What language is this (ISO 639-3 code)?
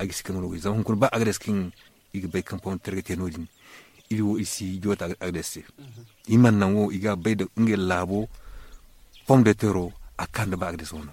dje